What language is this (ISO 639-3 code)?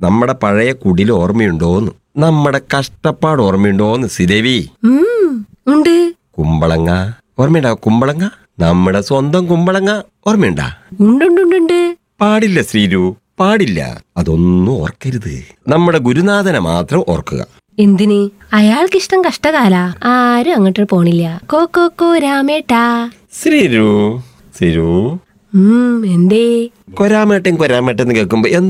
mal